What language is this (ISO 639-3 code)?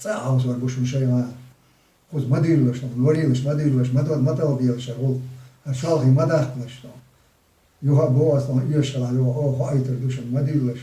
che